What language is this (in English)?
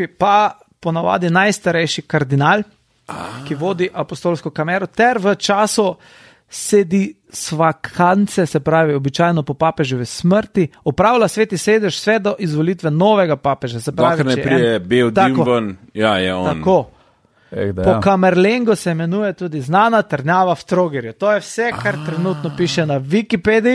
Slovenian